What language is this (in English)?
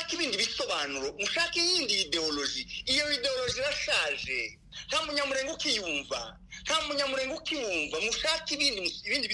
Kinyarwanda